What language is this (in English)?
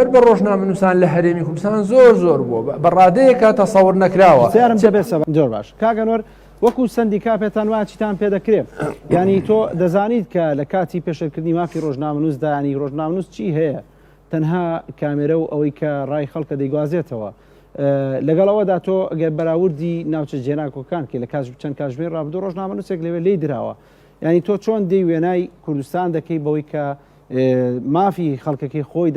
Central Kurdish